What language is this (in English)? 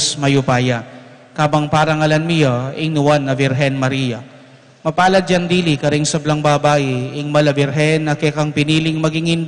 Pampanga